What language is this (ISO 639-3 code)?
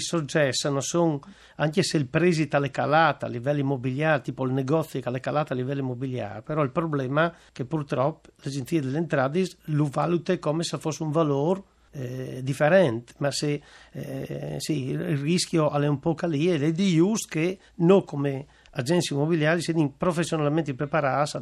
fur